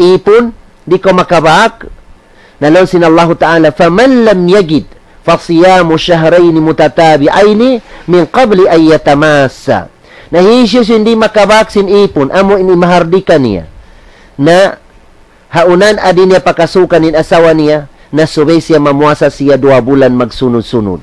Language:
Tausug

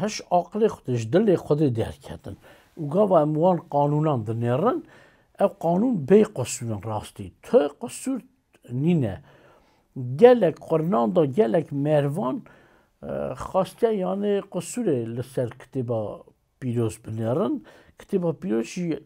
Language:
Kurdish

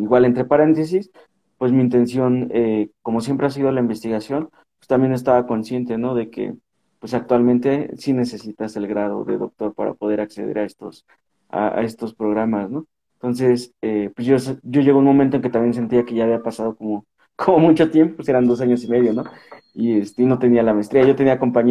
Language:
Spanish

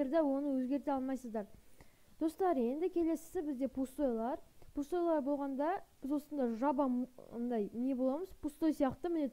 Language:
Kazakh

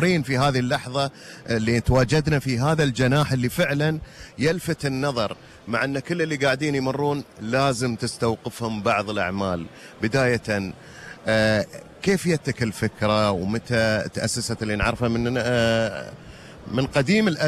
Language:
Gulf Arabic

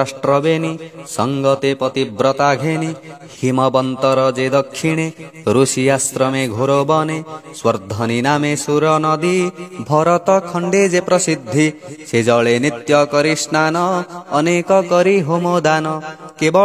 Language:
Odia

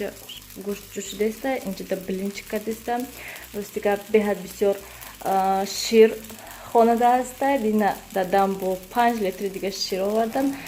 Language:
Tajik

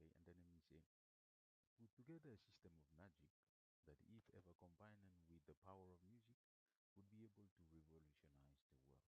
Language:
Bislama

